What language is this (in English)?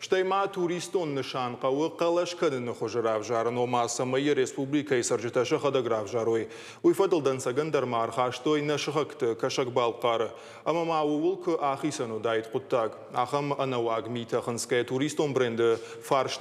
Ossetic